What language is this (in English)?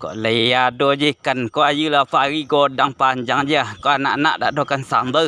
Minangkabau